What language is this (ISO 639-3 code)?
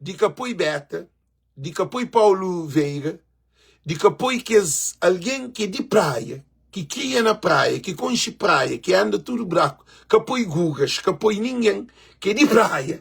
kea